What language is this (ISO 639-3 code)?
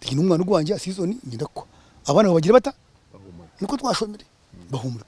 nyn